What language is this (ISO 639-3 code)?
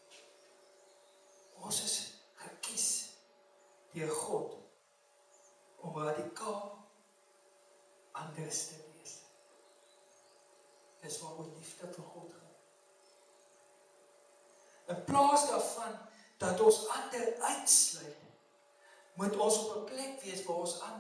afr